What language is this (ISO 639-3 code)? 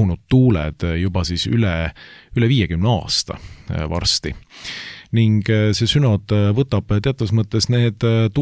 est